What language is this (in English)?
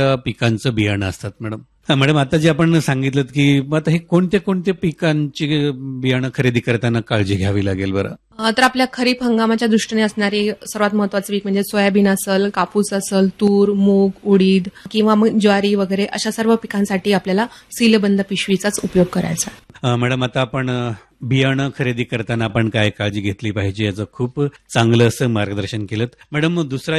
Marathi